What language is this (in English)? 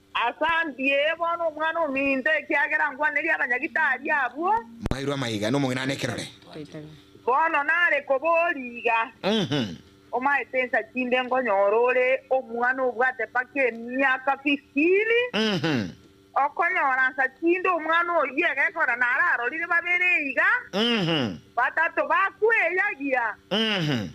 Gusii